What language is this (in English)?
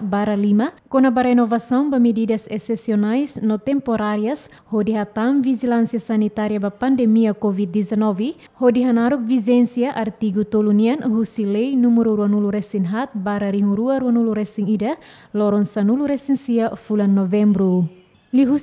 Tetum